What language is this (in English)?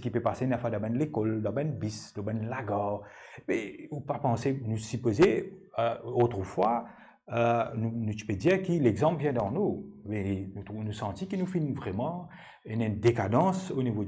Morisyen